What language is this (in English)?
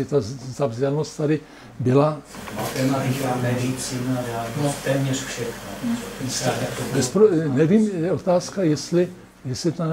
Czech